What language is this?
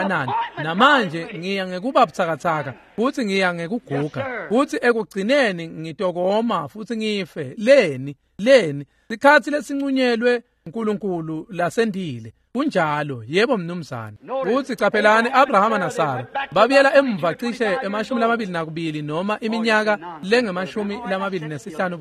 Swati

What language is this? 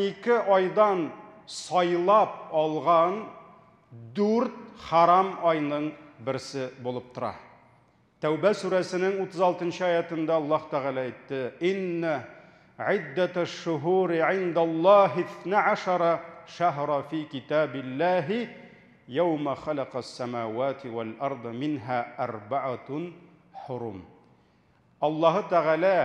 Tatar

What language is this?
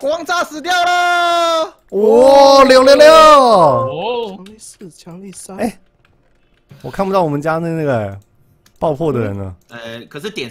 Chinese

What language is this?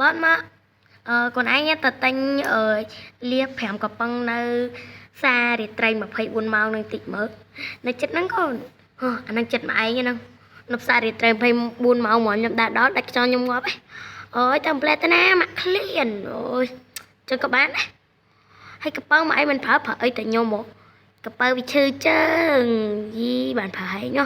Khmer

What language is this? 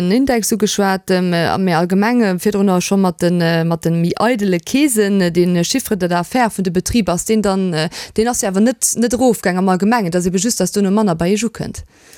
Luxembourgish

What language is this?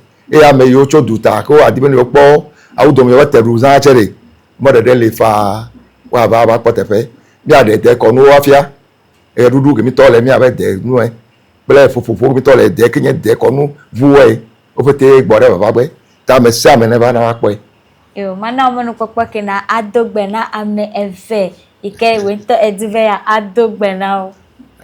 Ewe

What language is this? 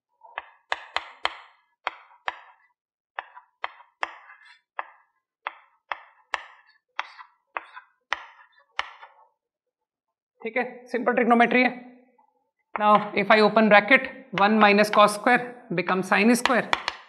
Hindi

